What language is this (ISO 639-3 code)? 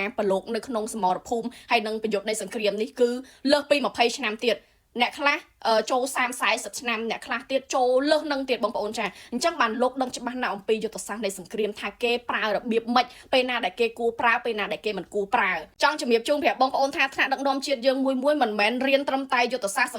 khm